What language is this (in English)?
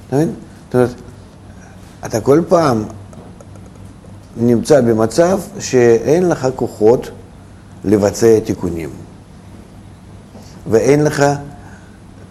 Hebrew